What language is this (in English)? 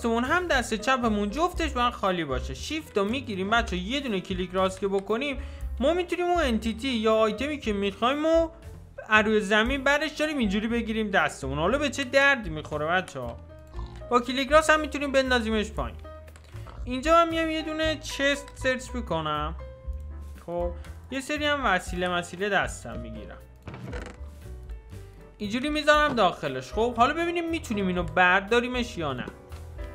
Persian